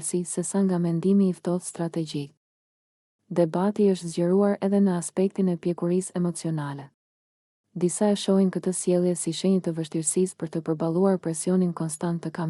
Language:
Albanian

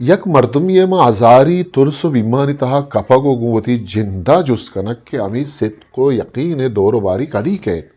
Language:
Eastern Balochi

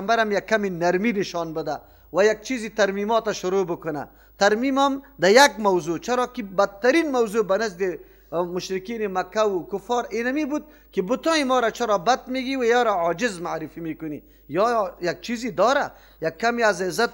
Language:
Persian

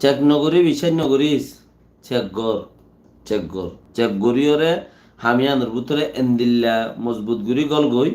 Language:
Rohingya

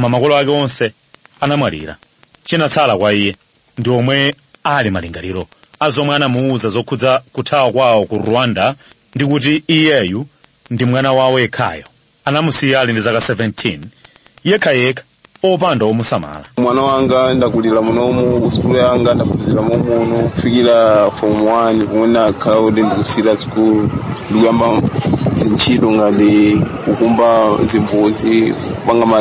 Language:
Nyanja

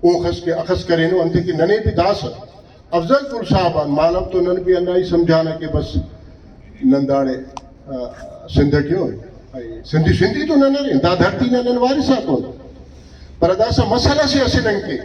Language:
Brahui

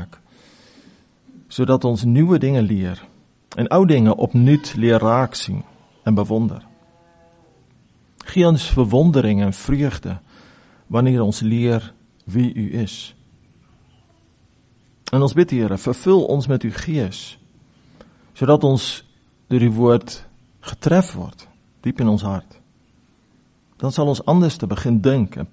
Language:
Afrikaans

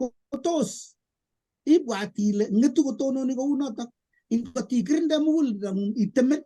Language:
Kalenjin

